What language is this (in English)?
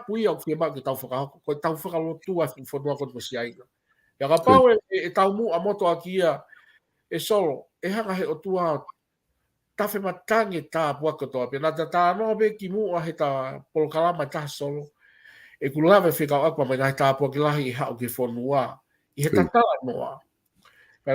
Tongan